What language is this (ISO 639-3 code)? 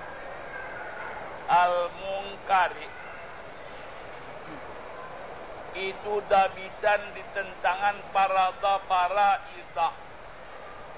msa